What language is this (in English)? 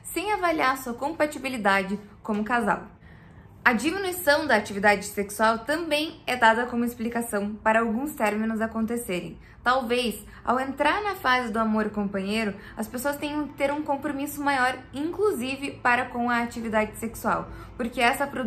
Portuguese